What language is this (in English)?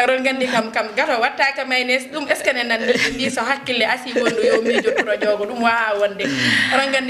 Fula